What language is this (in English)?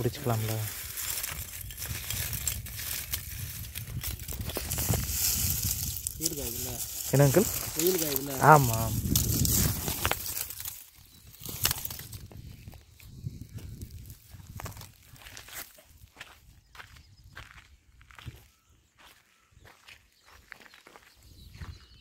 Tamil